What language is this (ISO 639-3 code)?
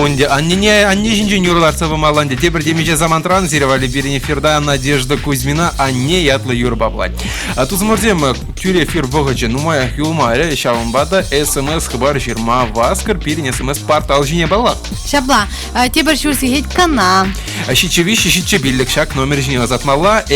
chv